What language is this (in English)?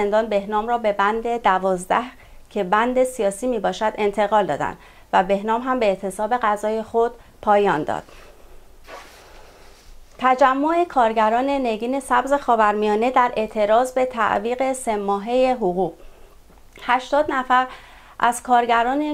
Persian